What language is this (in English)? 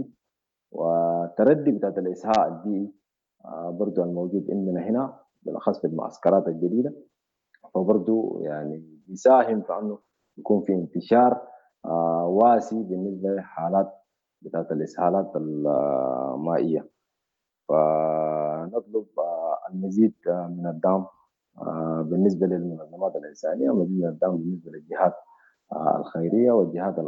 Sudanese Arabic